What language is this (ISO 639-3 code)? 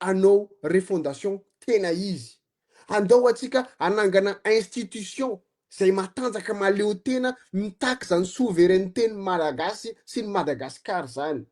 mlg